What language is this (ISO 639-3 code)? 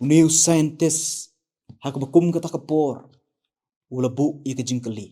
kha